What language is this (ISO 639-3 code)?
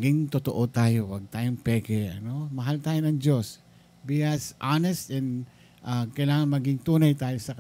fil